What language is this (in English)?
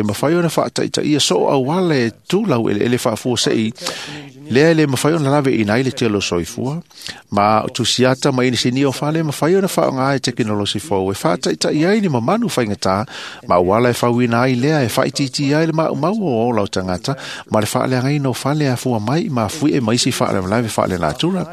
Samoan